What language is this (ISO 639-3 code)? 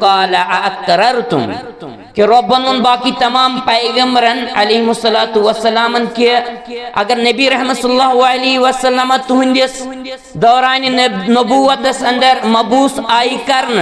kas